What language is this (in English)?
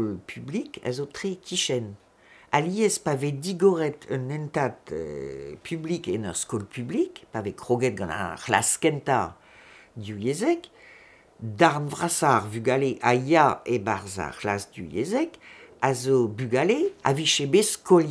Breton